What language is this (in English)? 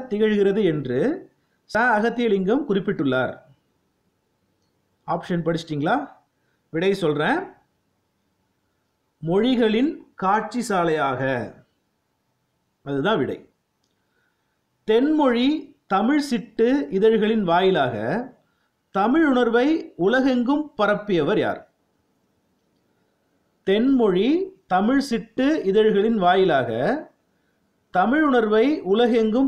Tamil